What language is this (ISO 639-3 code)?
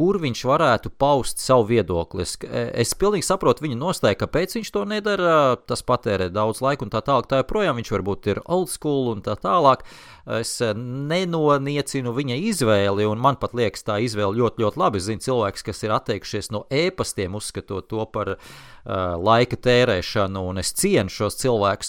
lav